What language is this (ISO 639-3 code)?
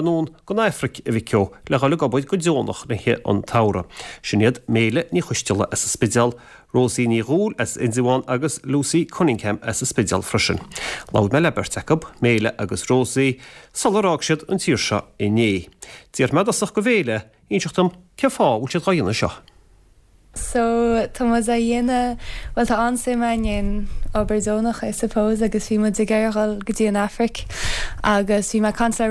gle